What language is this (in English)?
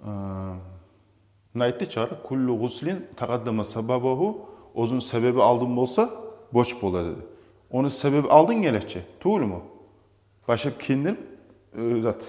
Kumyk